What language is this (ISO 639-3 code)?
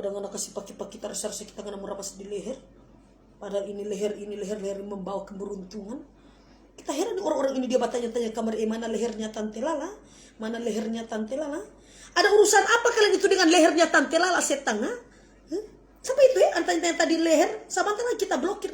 xmm